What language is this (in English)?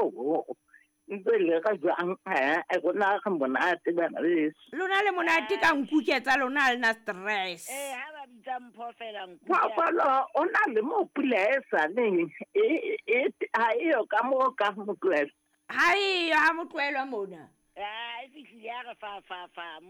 Southern Sotho